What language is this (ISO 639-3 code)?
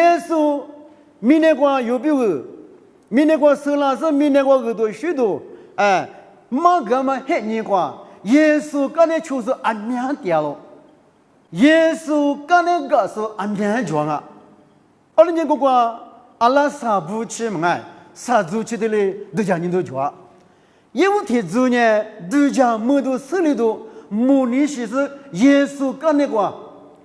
lis